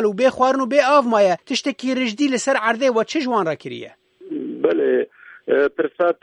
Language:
Kurdish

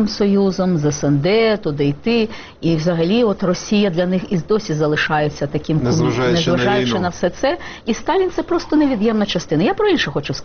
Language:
Ukrainian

